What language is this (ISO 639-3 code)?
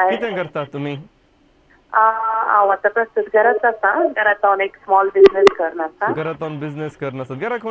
kok